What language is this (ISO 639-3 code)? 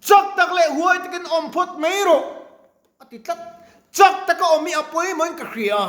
lus